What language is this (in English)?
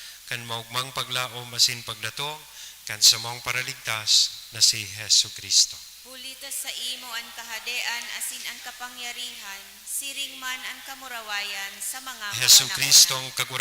Bikol